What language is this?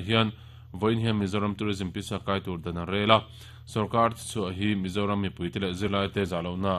Mizo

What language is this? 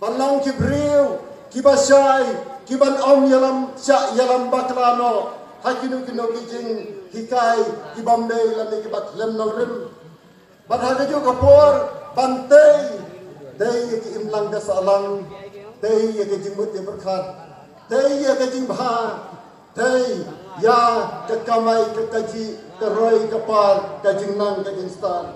Khasi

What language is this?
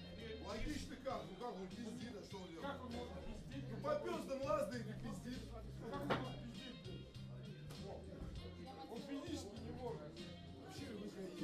Russian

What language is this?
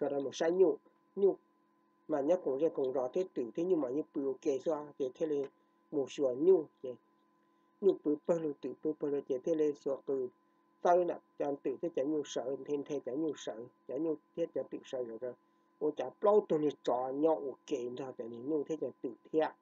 Hmong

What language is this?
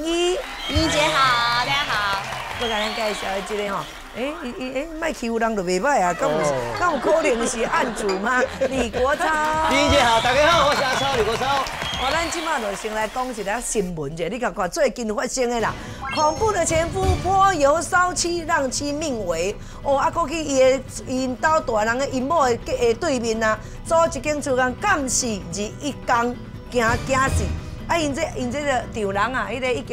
Chinese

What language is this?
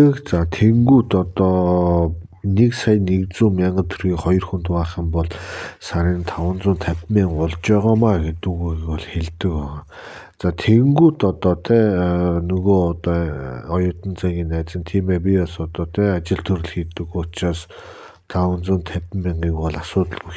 Mongolian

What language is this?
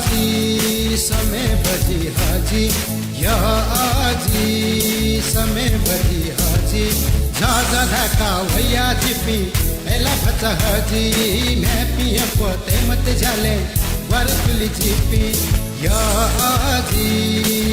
Newari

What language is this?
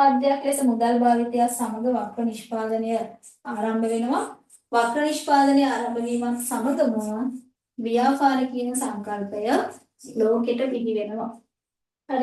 Sinhala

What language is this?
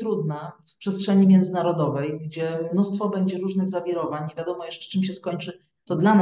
Polish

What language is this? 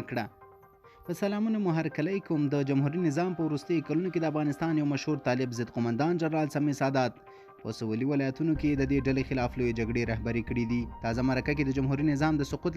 Pashto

